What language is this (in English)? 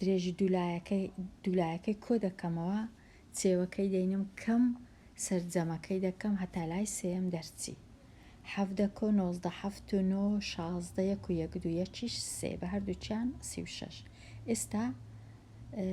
Central Kurdish